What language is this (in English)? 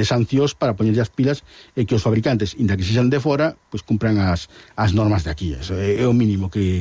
Galician